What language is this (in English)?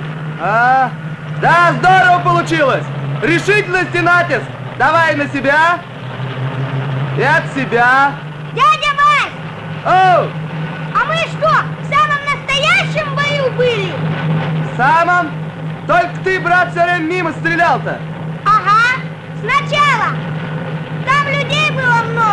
Russian